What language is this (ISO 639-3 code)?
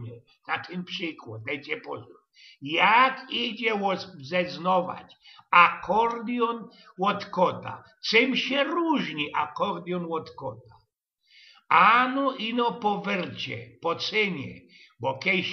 szl